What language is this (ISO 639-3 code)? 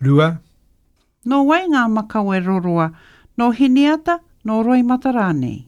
mri